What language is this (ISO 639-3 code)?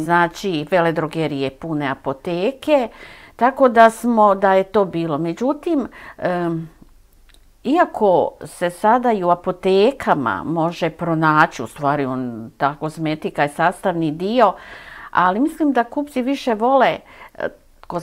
srp